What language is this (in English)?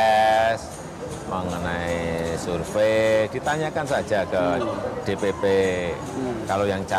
Indonesian